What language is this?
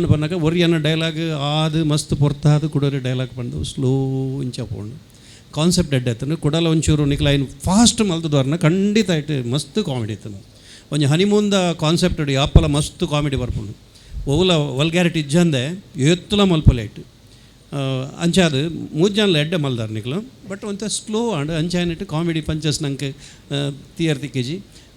Tulu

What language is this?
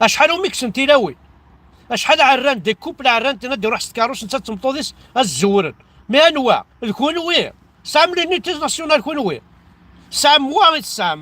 Kabyle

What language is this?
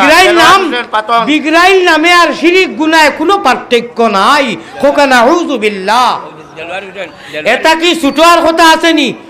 Sylheti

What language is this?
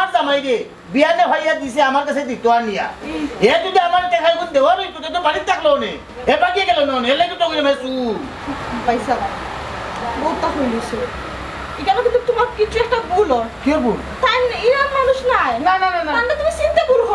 Sylheti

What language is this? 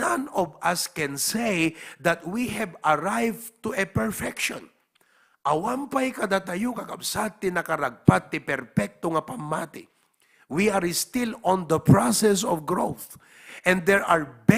Iloko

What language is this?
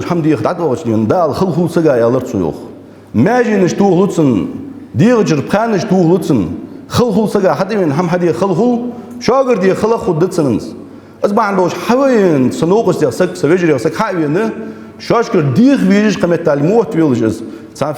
Ingush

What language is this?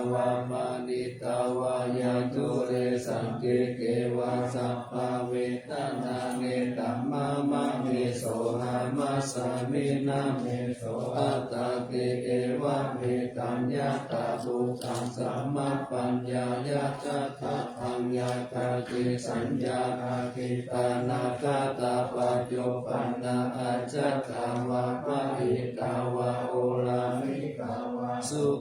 Pali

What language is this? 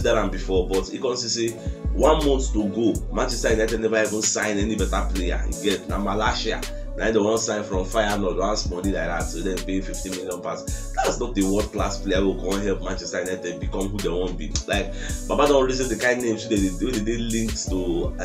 Nigerian Pidgin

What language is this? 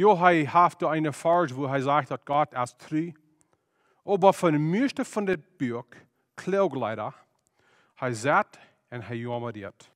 Plautdietsch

